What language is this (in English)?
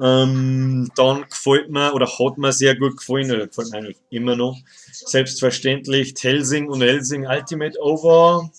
Bavarian